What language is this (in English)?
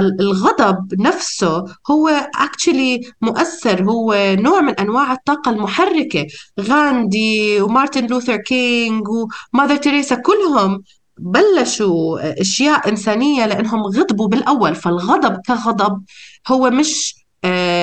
North Levantine Arabic